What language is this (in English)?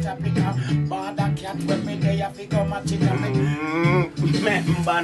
Jamaican Creole English